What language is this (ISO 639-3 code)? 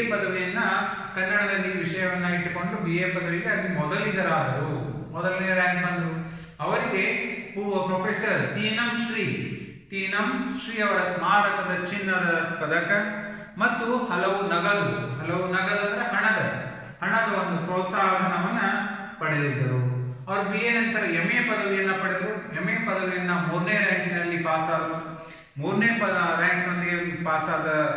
kan